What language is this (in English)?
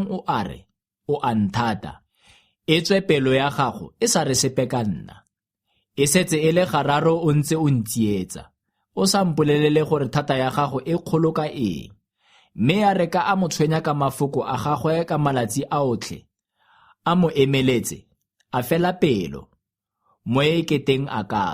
Tswana